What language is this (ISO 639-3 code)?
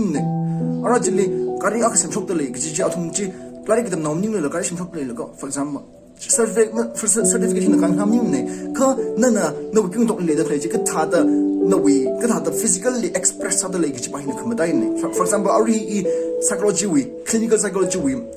nmf